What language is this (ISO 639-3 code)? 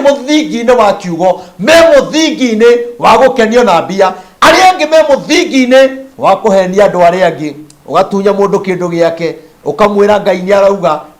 kik